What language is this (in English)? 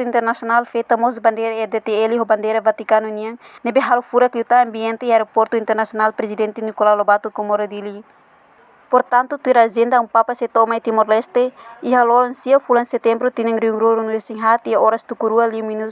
Tetum